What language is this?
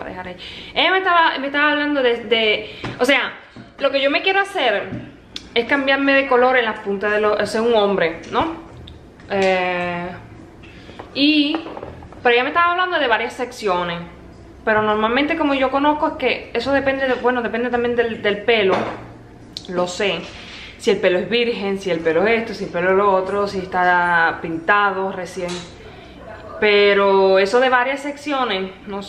Spanish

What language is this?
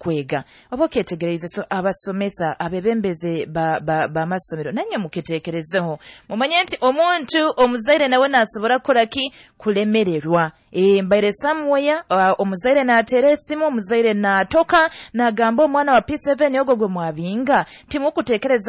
Nyoro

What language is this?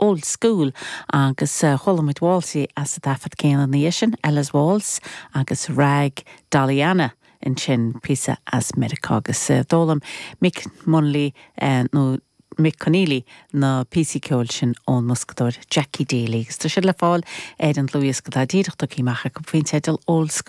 Irish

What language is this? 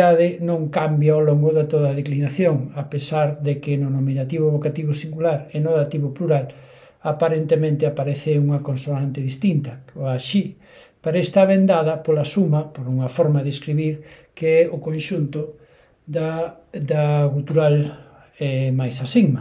Galician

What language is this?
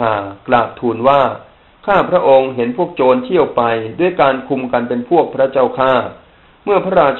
Thai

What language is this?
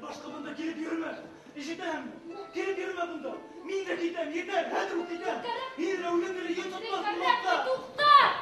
Bashkir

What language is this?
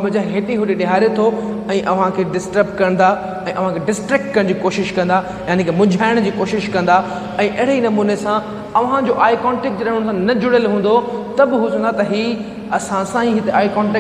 Sindhi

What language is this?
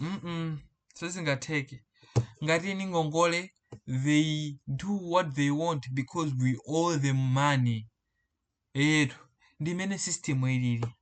Nyanja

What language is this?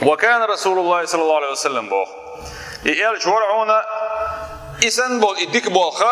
Chechen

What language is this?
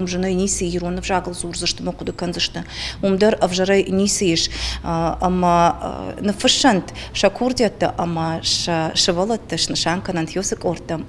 Ossetic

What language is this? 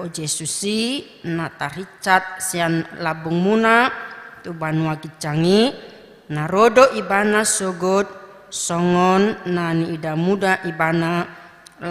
Batak Toba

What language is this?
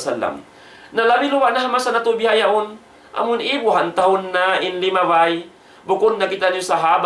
Tausug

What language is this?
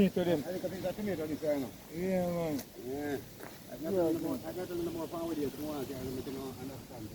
Jamaican Creole English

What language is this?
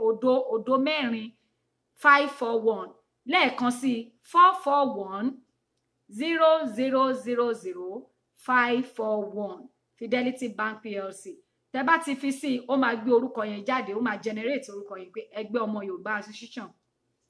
Yoruba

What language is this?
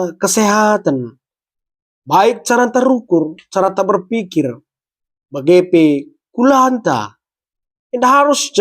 Batak Karo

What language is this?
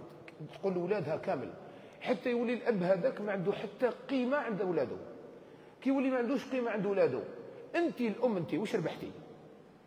Algerian Arabic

